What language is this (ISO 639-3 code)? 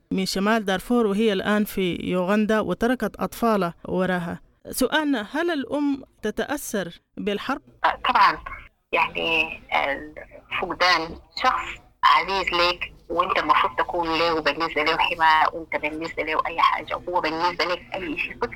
apd